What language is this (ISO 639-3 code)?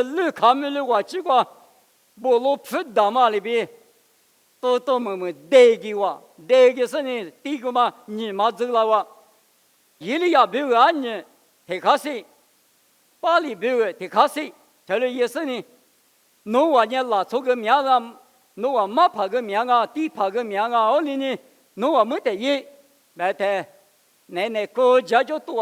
lis